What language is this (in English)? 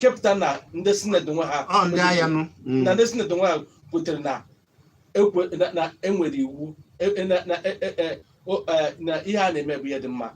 Igbo